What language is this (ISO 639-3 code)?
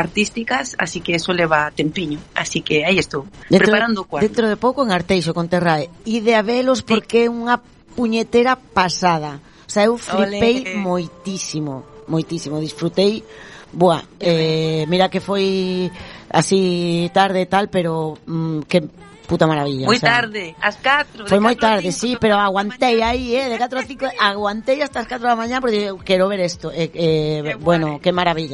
glg